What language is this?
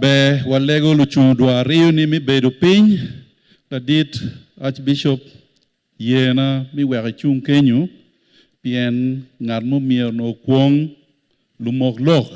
Acoli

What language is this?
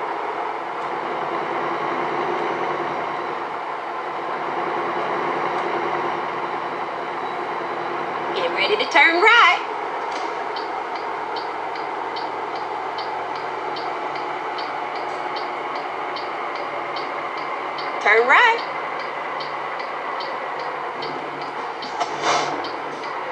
English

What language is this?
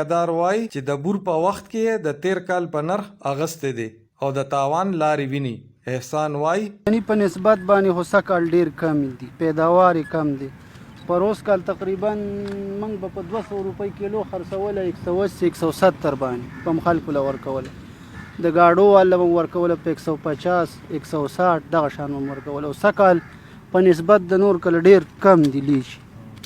Pashto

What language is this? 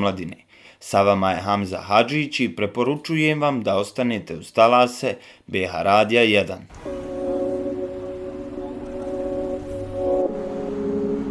Bosnian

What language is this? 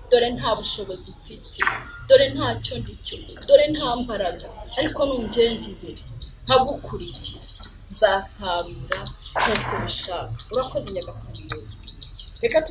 Kinyarwanda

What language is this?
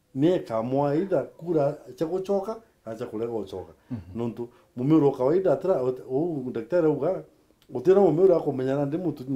Meru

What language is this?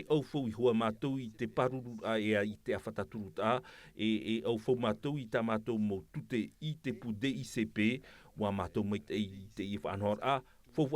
Tahitian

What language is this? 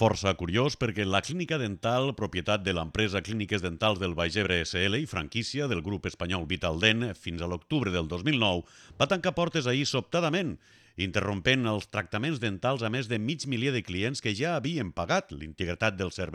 Catalan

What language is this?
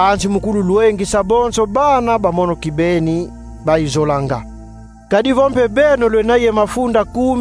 Kongo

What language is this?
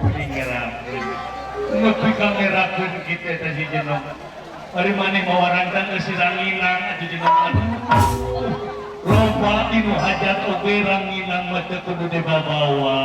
Sundanese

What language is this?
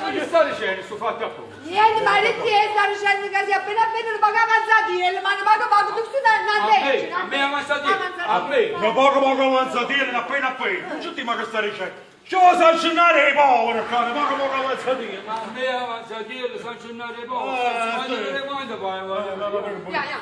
Neapolitan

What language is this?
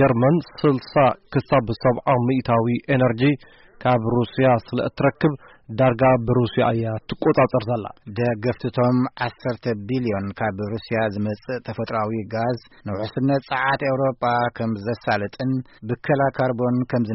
Tigrinya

